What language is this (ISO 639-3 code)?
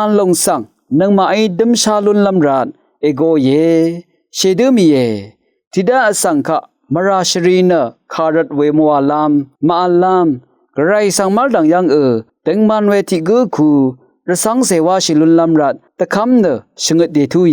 raw